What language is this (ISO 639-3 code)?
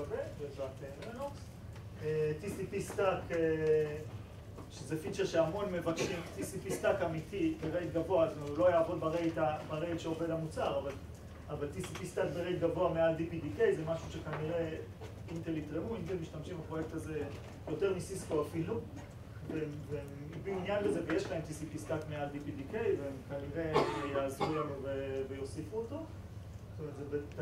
heb